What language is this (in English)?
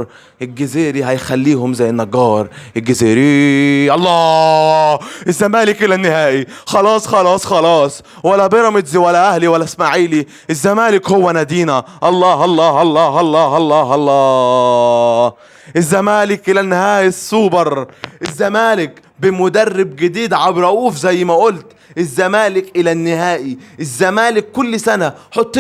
Egyptian Arabic